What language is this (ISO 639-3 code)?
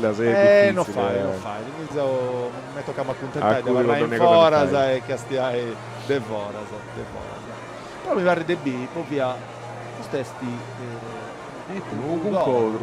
srd